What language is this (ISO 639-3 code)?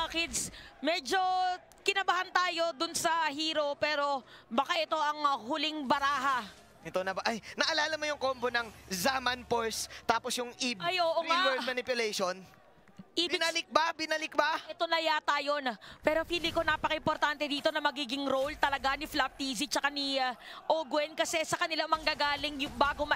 fil